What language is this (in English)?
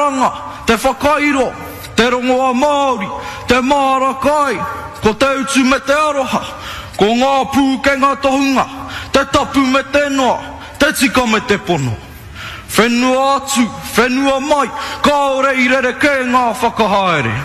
Māori